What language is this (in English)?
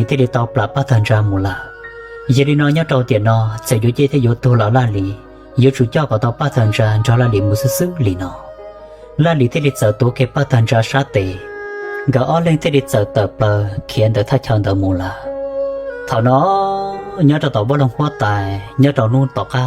Hmong